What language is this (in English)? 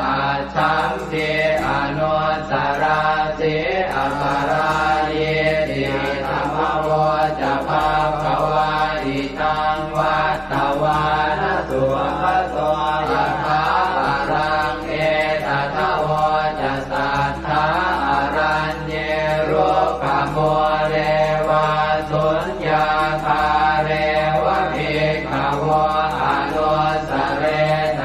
Pali